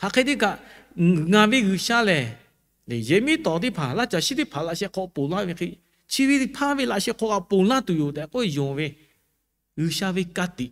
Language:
Lahu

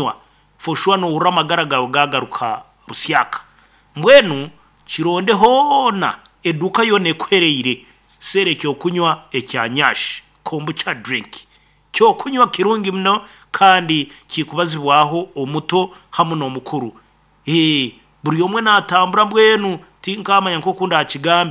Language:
Nyoro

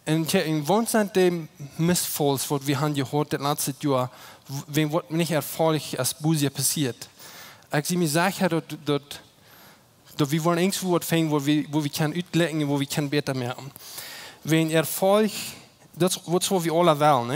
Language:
Plautdietsch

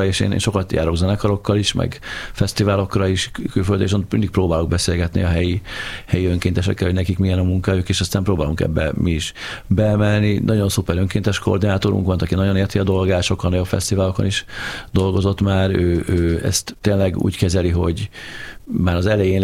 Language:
Hungarian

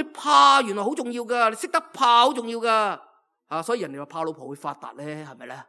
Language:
Cantonese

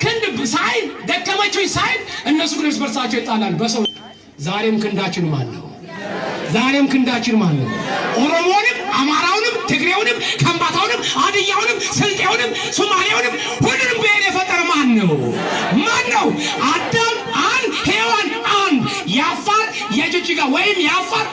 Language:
Amharic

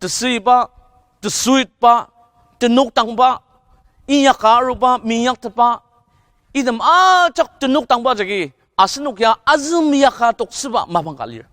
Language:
Ao Naga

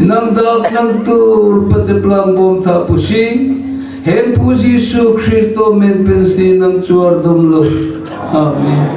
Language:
Karbi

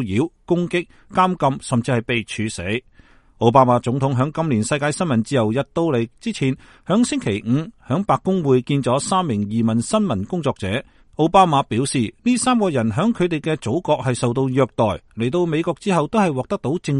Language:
Cantonese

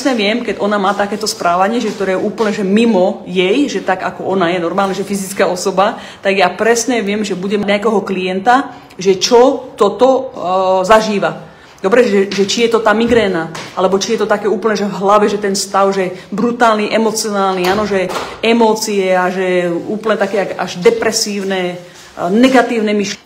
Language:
Slovak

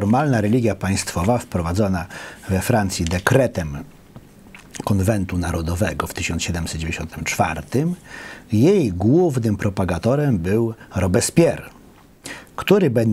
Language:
Polish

